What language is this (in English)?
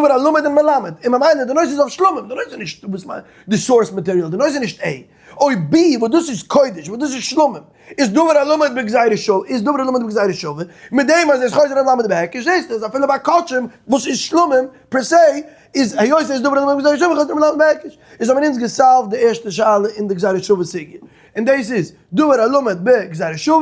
Yiddish